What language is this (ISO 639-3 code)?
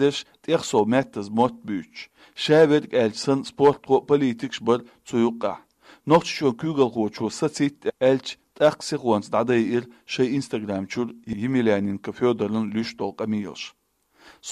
che